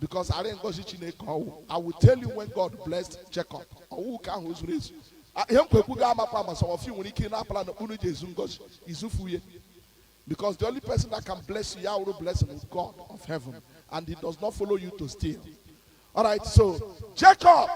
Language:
Igbo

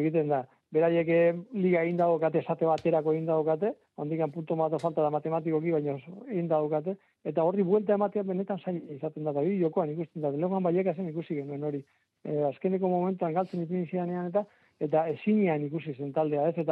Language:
Basque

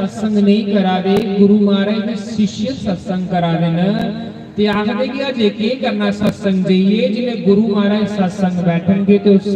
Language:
Dogri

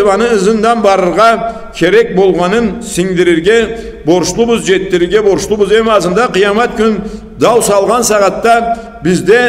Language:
Karachay-Balkar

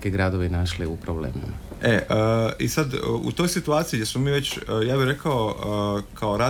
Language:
Croatian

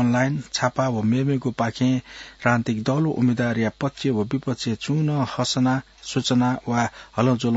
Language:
Newari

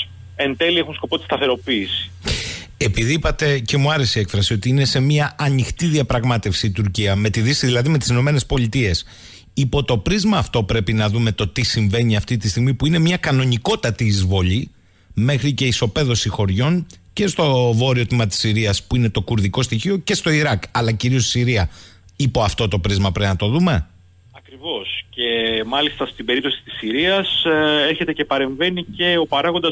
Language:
Greek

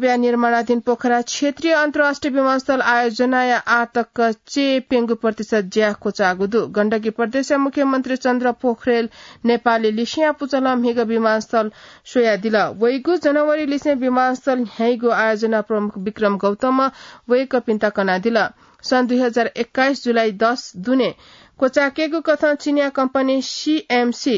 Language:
Newari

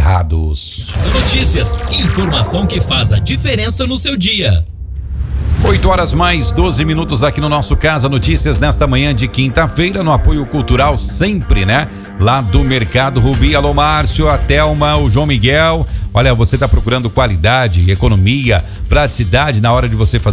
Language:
Portuguese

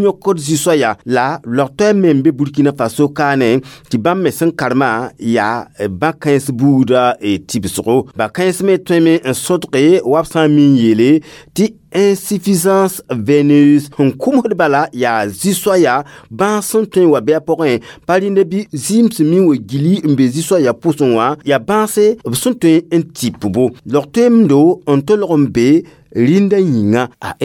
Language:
Mossi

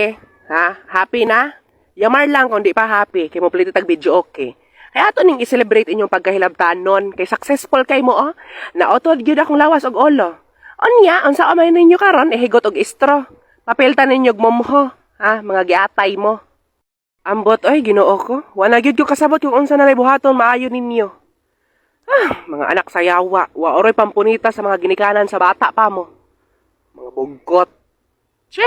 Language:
Cebuano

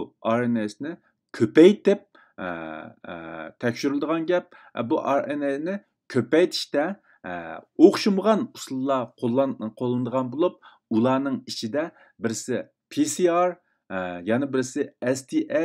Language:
Uyghur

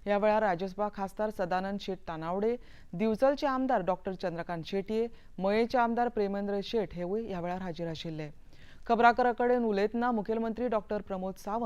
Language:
Konkani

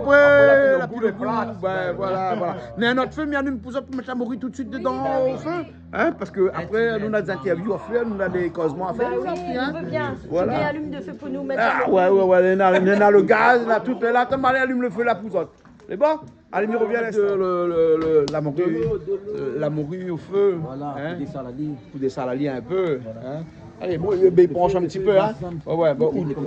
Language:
Réunion Creole French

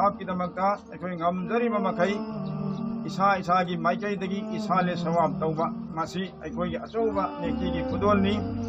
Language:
Manipuri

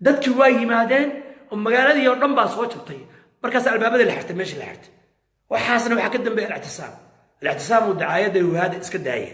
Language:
Somali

